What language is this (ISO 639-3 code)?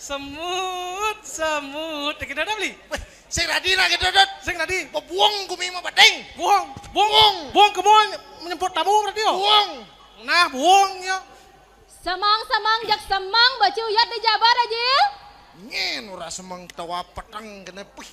ban